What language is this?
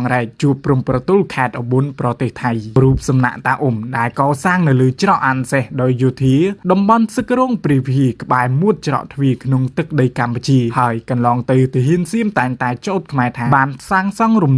Khmer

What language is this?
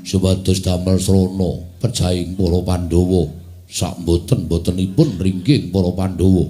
Javanese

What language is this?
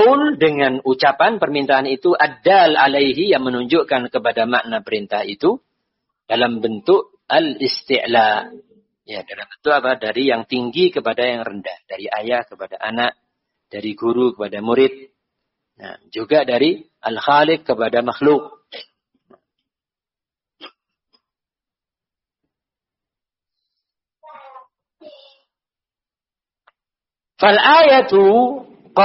Indonesian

